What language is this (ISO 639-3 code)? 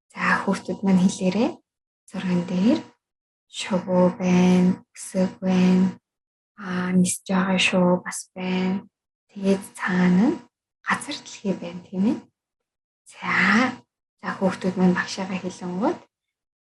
mon